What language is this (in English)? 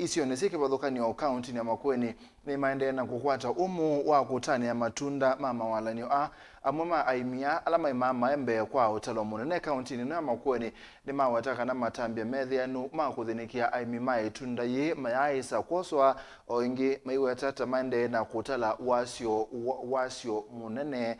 Kamba